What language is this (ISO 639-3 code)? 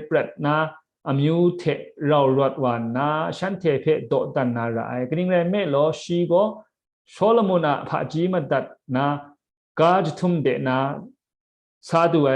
kac